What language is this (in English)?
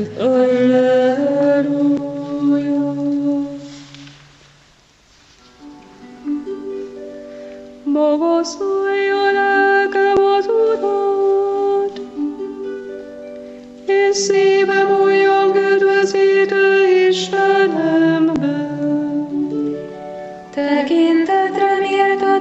Hungarian